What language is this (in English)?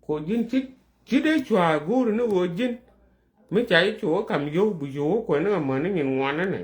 Nuer